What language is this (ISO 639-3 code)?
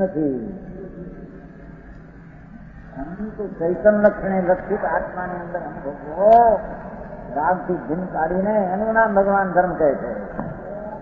guj